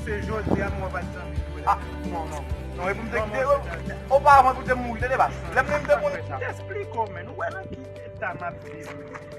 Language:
Haitian Creole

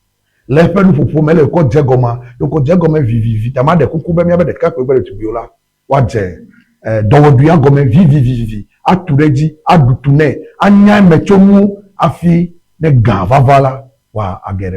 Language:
Ewe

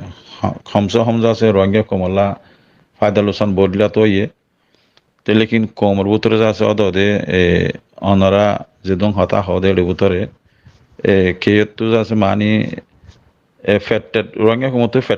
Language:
Rohingya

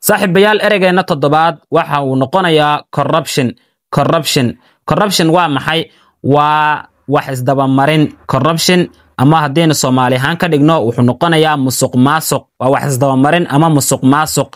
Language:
Somali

